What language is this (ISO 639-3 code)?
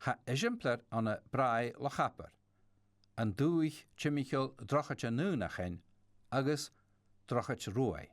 gla